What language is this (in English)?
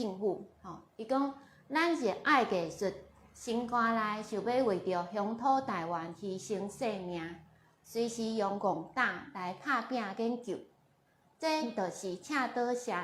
Min Nan Chinese